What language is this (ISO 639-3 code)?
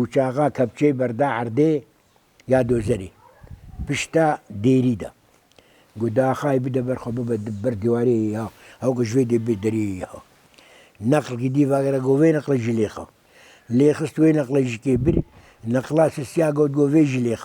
kur